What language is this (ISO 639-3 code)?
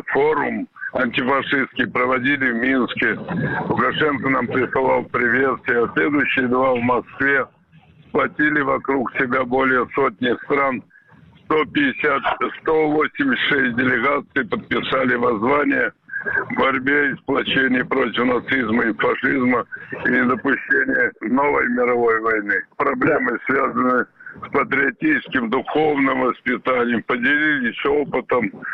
rus